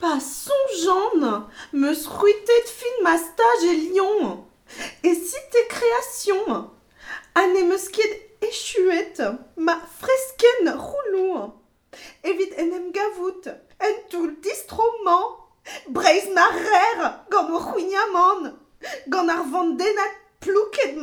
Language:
Breton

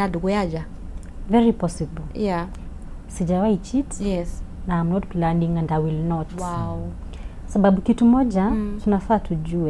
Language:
Kikuyu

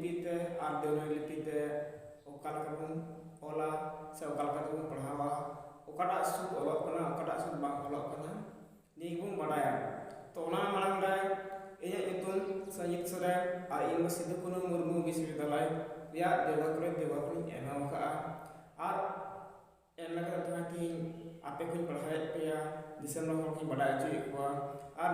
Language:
Santali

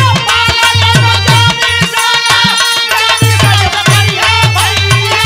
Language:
Bhojpuri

